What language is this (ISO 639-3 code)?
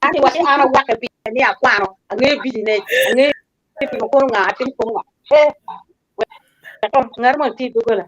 ach